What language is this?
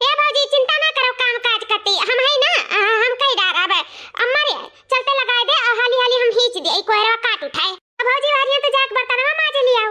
Awadhi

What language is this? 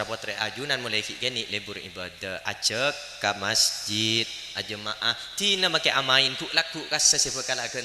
Madurese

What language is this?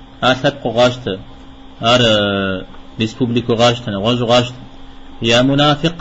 Kabardian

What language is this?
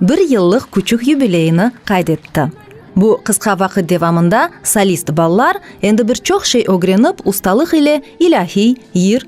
Crimean Tatar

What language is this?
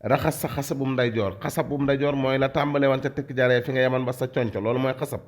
Wolof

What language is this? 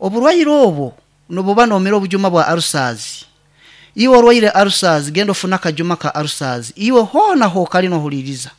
Nyankole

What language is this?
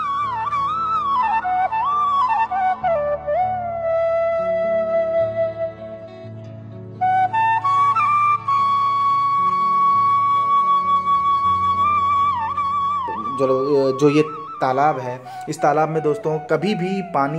Hindi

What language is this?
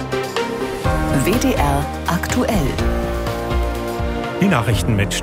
German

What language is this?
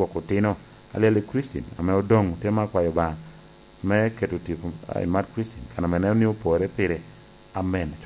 Lango (Uganda)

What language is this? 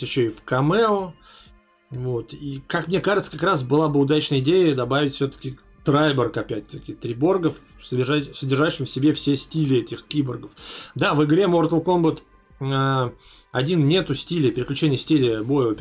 Russian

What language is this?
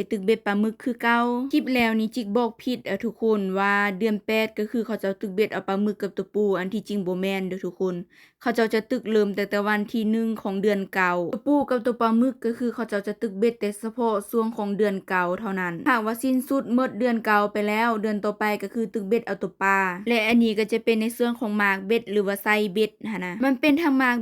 Lao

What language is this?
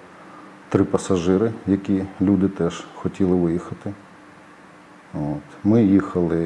Ukrainian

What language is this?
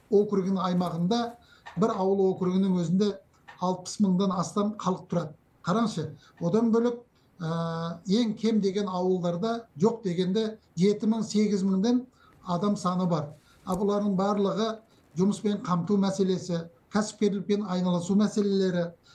Kazakh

